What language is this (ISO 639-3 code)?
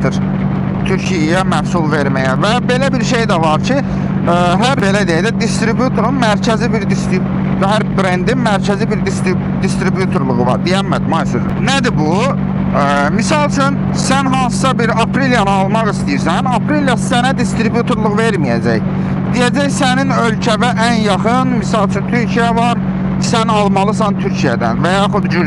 aze